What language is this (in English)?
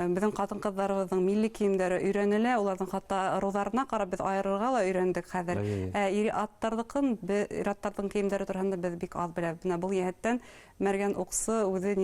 Bashkir